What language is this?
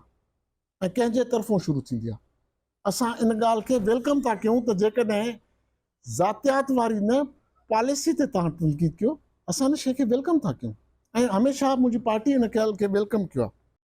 Sindhi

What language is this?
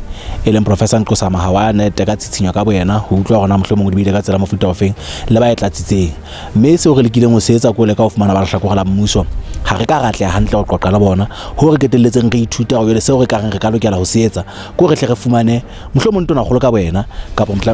Southern Sotho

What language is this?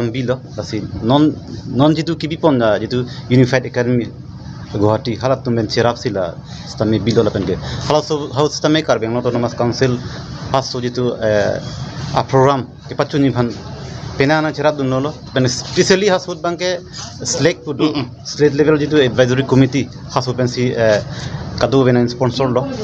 Karbi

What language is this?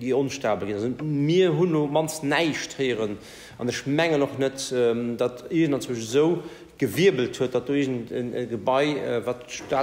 Luxembourgish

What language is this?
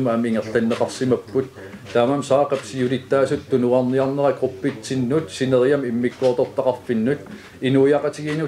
Kalaallisut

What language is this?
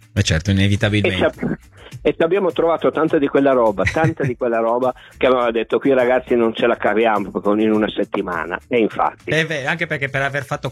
Italian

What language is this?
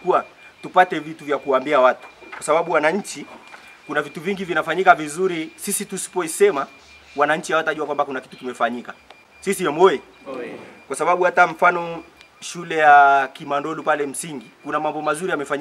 Swahili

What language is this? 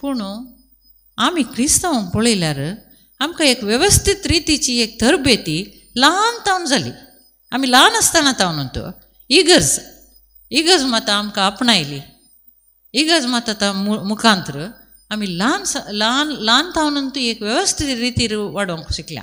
Konkani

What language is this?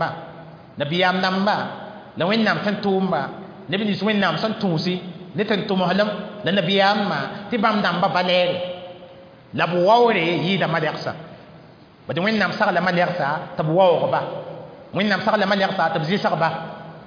Mossi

